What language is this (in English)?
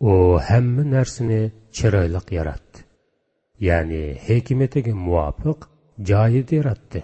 Uyghur